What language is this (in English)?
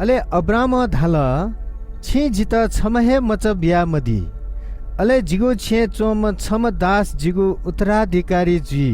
Newari